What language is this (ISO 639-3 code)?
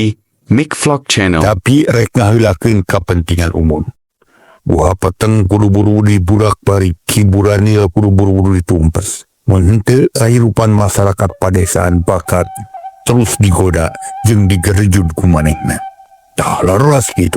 sun